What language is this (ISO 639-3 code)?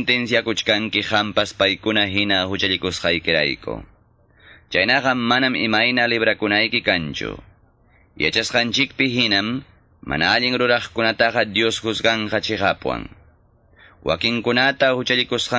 que